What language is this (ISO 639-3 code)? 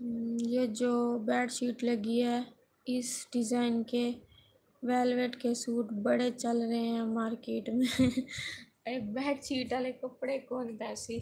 skr